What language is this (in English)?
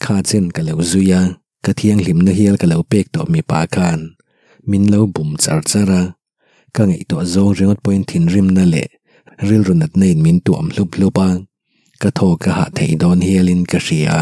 Mizo